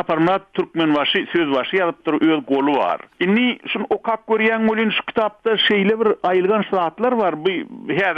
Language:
Turkmen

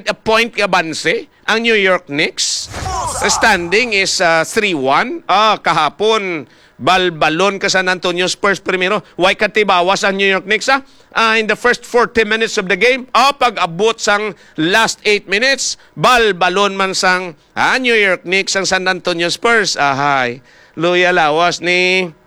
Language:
Hiligaynon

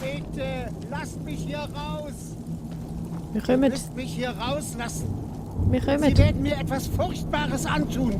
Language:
Swiss German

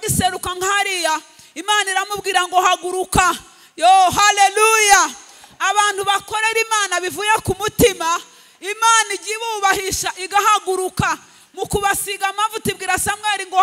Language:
Kinyarwanda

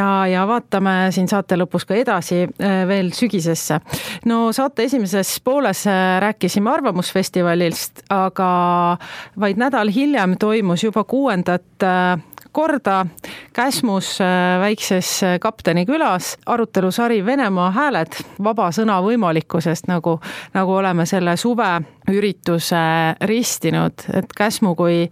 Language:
Estonian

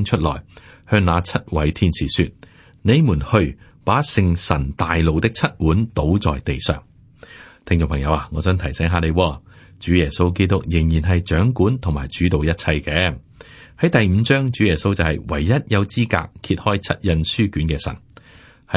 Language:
Cantonese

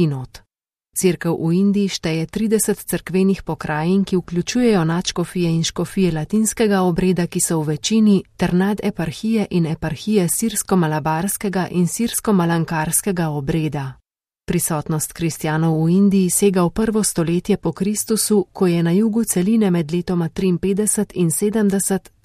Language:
Slovenian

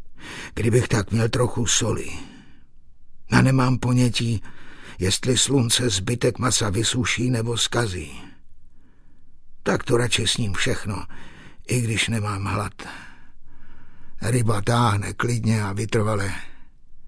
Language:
Czech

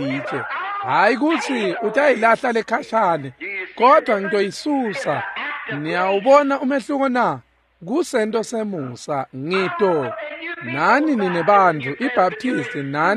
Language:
Swati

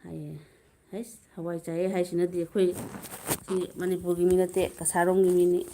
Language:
Manipuri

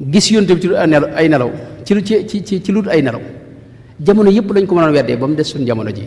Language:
Wolof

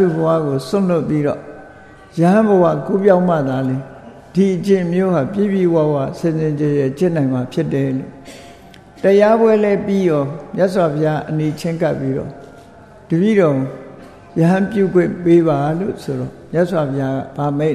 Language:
Burmese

